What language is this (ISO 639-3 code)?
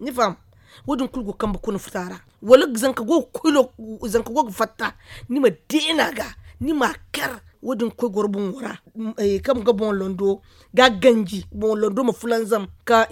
dje